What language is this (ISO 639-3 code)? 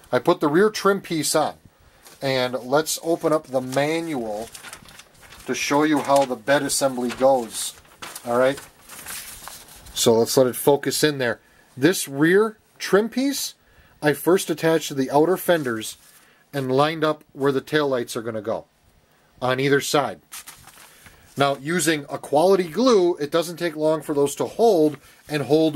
eng